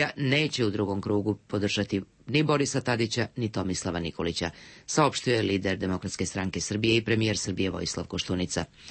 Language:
Serbian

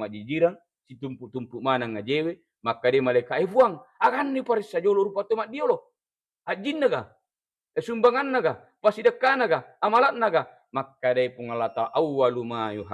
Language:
Buginese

